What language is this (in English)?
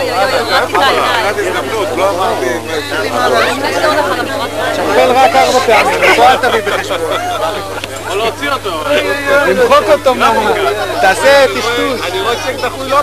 Hebrew